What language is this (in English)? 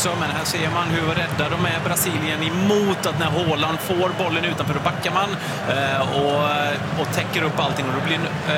Swedish